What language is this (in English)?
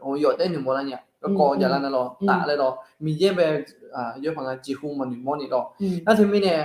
Akha